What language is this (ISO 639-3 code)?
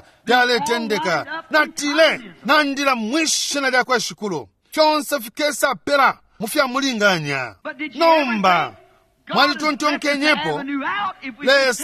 bem